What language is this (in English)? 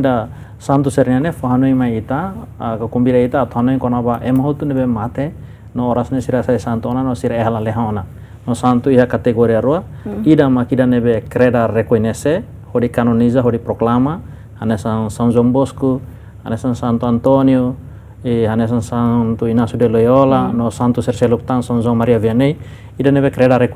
Tetum